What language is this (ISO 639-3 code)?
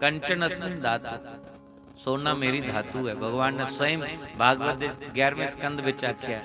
doi